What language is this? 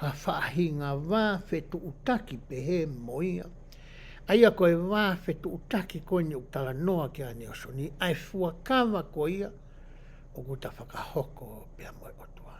Tongan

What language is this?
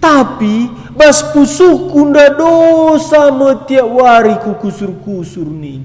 Batak Karo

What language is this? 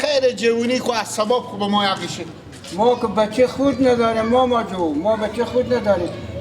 Persian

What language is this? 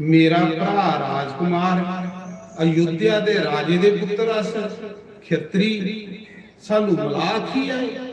Dogri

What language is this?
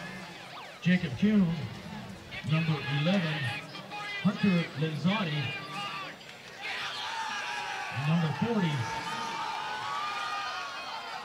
English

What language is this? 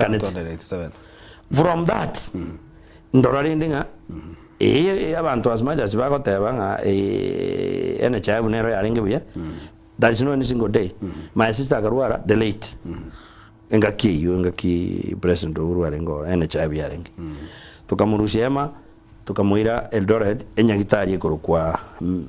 Gusii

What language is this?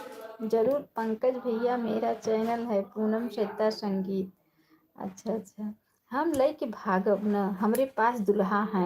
Awadhi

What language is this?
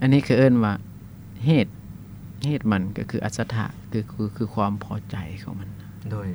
Lao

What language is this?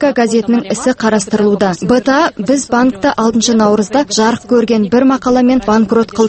Kazakh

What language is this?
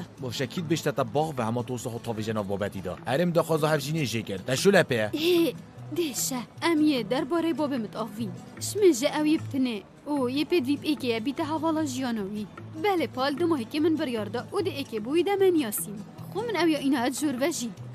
Kurdish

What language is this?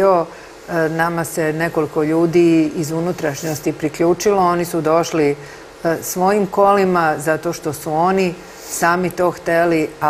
Serbian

